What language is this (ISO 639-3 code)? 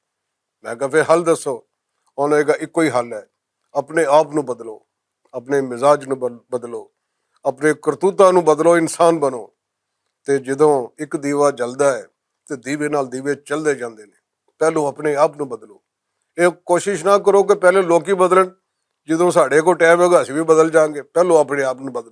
lah